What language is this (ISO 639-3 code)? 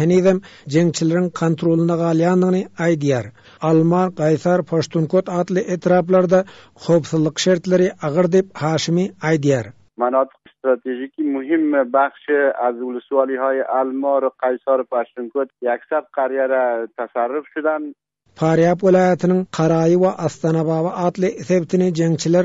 tuk